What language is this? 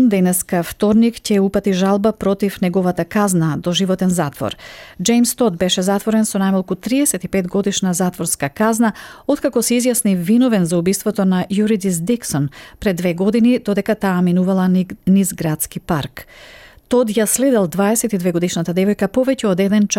Macedonian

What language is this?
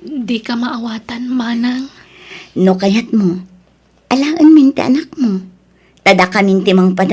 Iloko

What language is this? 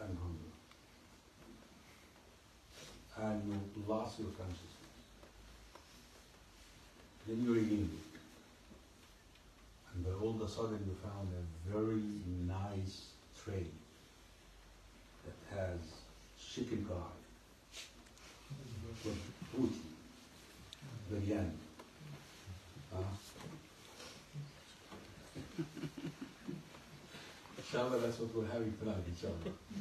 English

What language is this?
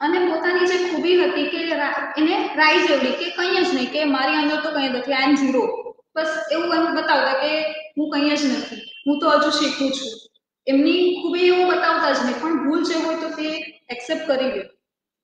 Gujarati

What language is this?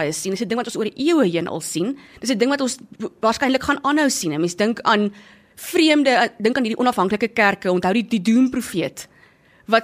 Afrikaans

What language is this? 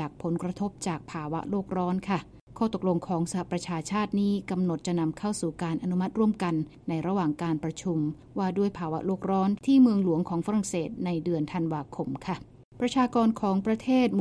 Thai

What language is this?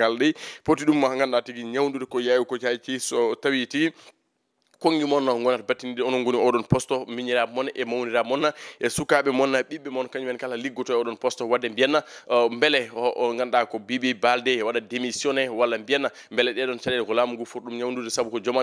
Fula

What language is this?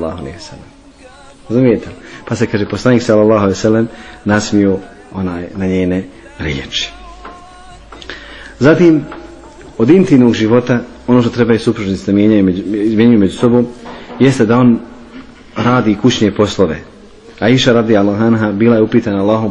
Bosnian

